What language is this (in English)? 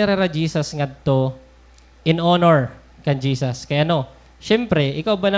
Waray